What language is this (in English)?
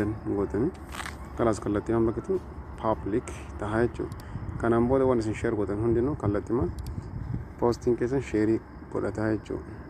Oromo